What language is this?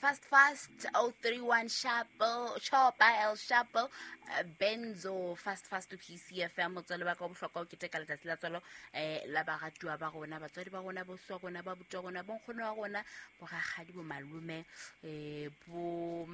Southern Sotho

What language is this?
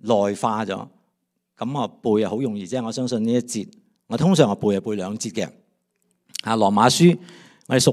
Cantonese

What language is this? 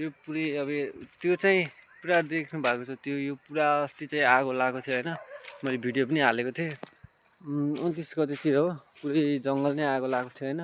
Nepali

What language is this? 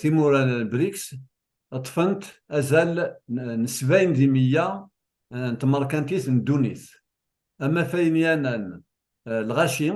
Kabyle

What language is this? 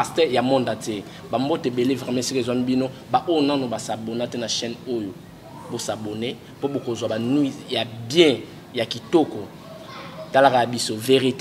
Lingala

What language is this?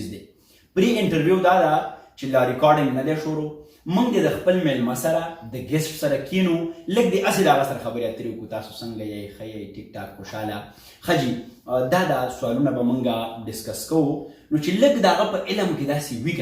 Pashto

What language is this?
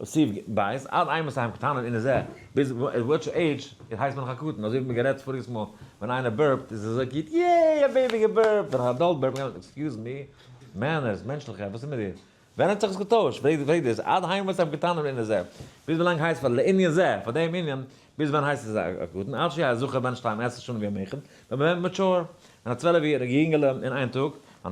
Yiddish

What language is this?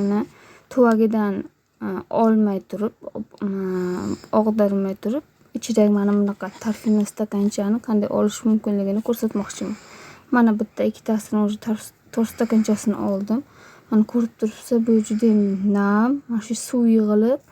Uzbek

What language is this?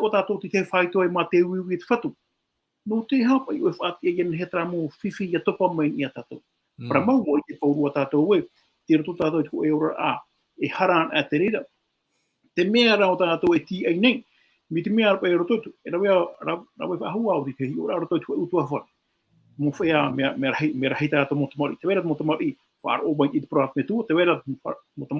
Tahitian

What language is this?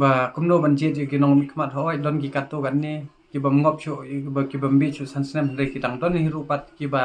Khasi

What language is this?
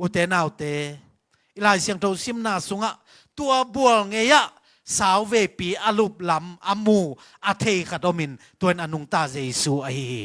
Tedim Chin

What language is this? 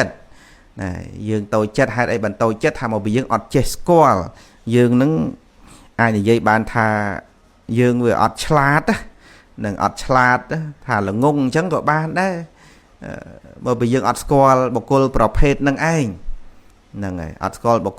Khmer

